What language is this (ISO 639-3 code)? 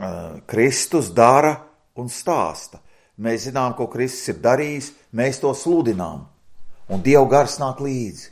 lav